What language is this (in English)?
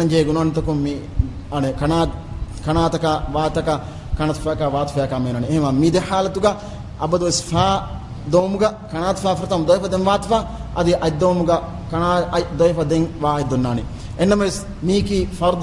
Divehi